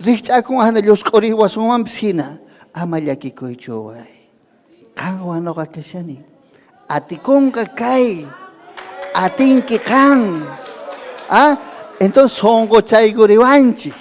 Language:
Ayacucho Quechua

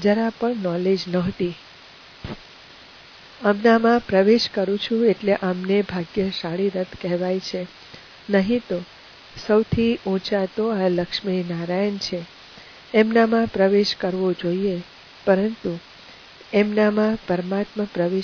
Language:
Gujarati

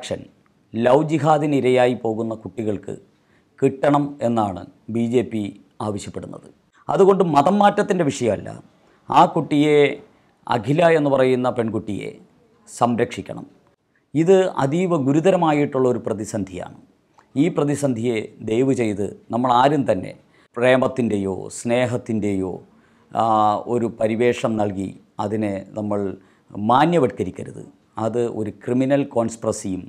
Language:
Malayalam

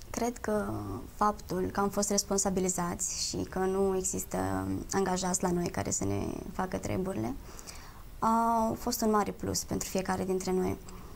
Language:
Romanian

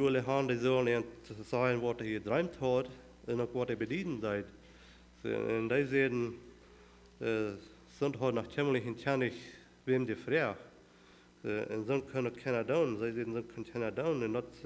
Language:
Plautdietsch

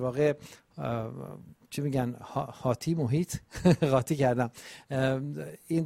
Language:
Persian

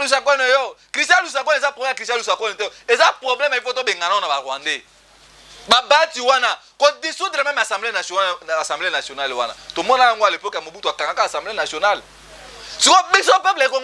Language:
Lingala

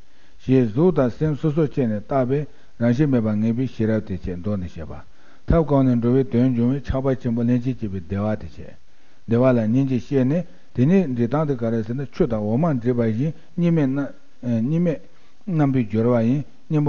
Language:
Tibetan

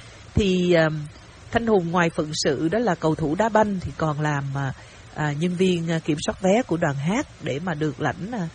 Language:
Vietnamese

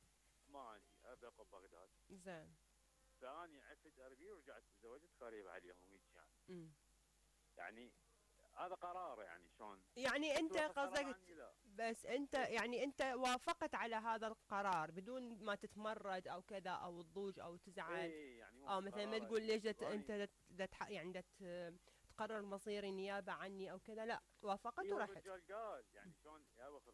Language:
Mesopotamian Arabic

